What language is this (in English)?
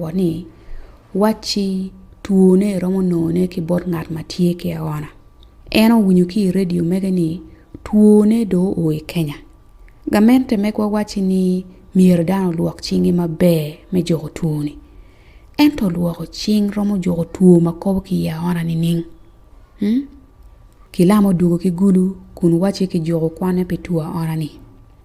Acoli